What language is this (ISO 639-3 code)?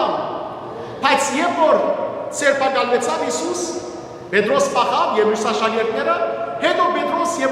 hyw